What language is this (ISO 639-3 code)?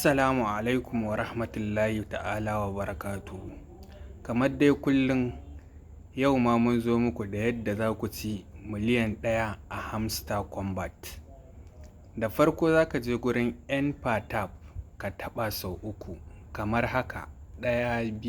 hau